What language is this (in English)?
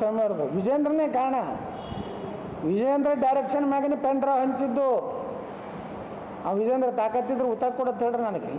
Kannada